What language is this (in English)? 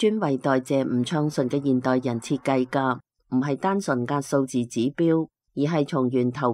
Cantonese